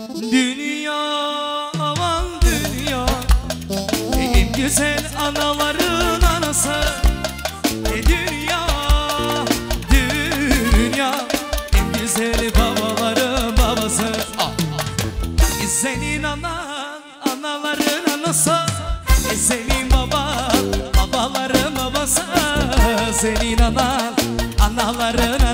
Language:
Turkish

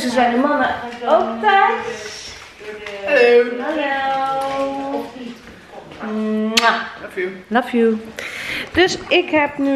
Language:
Dutch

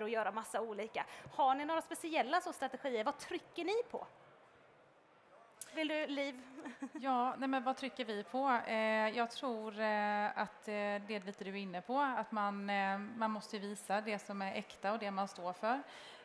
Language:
Swedish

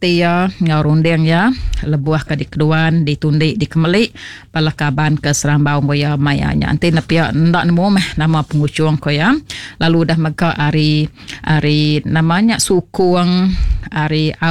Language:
Iban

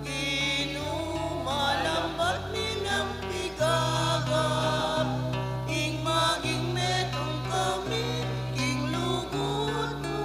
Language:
Pampanga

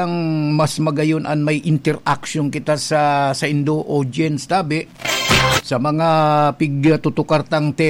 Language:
Bikol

